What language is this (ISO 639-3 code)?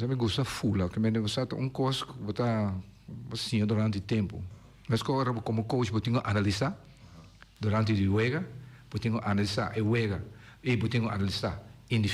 pap